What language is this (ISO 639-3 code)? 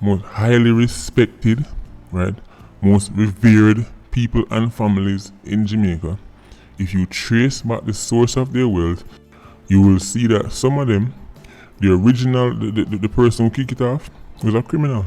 jam